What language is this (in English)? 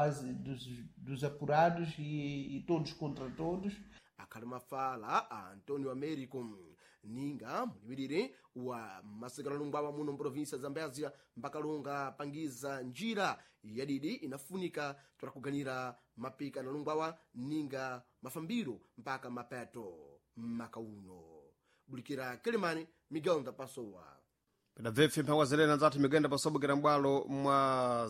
Sena